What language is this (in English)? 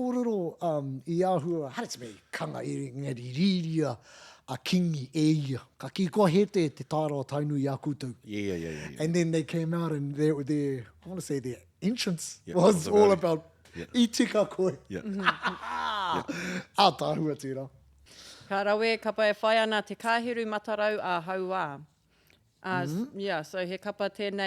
Māori